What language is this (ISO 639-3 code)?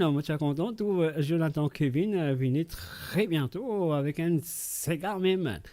mfe